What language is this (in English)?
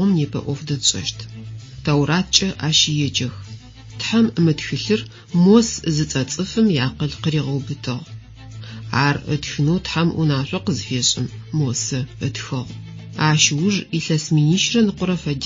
Adyghe